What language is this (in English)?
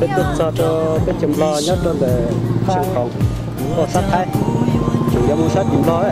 Hmong